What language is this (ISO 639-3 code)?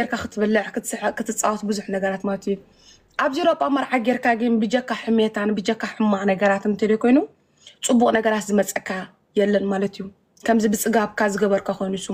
tir